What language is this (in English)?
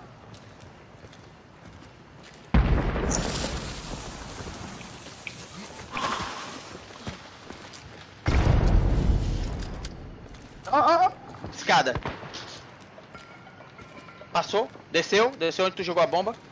Portuguese